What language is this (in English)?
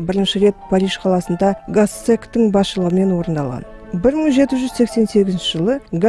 Kazakh